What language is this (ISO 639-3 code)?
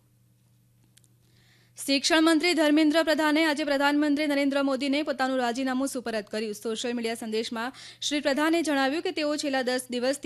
guj